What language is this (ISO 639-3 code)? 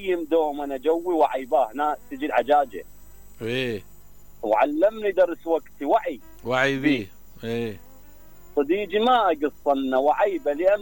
acm